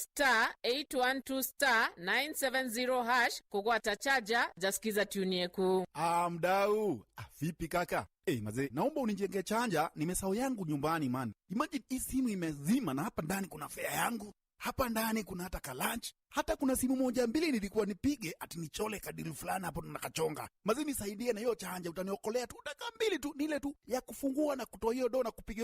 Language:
Meru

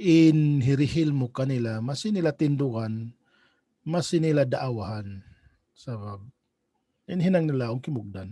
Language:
Tausug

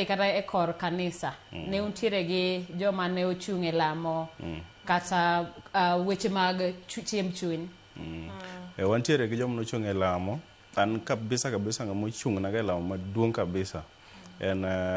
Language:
Luo (Kenya and Tanzania)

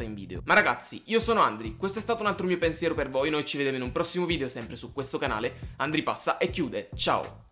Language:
Italian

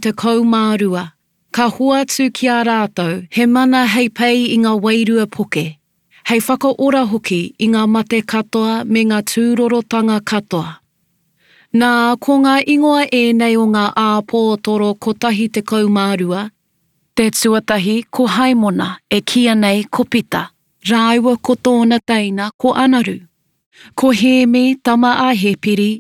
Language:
Māori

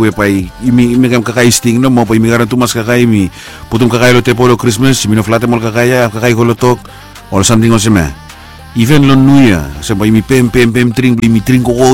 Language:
Bislama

